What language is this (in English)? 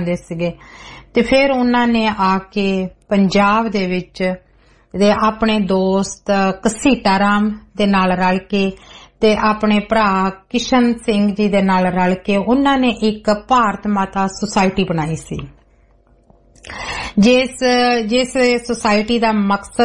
Punjabi